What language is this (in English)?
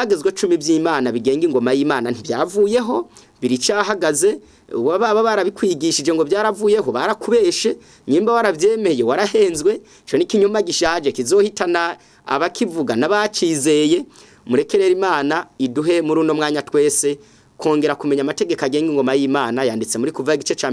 Rundi